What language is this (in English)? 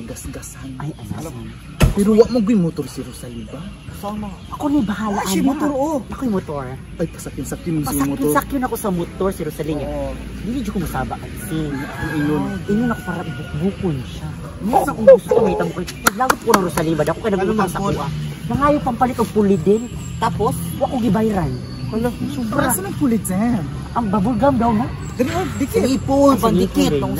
Cebuano